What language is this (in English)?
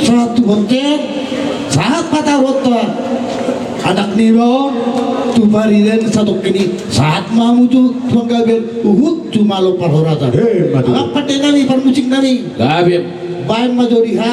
Batak Toba